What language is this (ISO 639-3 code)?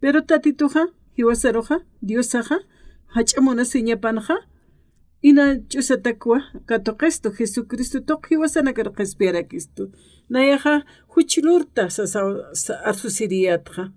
aym